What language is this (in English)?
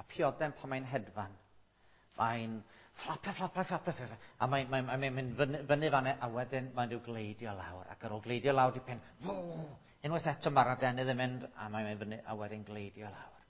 Welsh